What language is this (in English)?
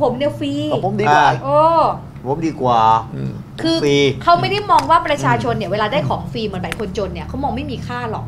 Thai